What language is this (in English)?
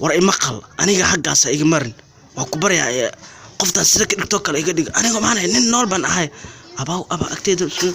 Somali